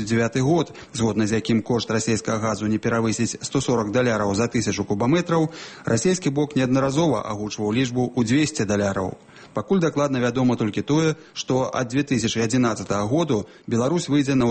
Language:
Belarusian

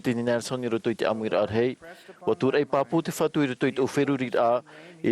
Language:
Tahitian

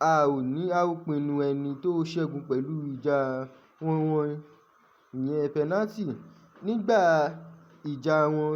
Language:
Yoruba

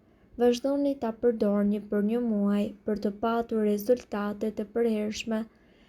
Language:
Albanian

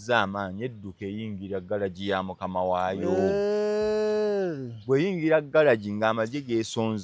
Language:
Ganda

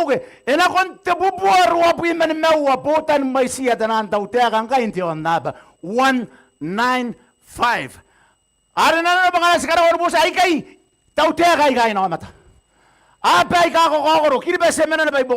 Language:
Gilbertese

